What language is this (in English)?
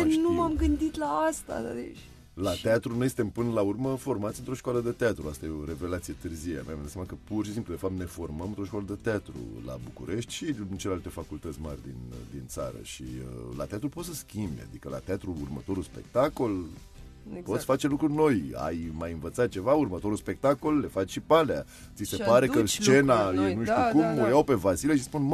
Romanian